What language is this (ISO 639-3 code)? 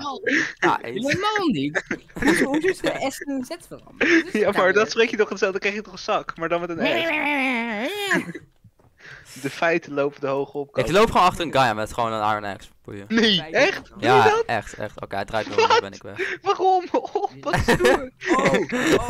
nld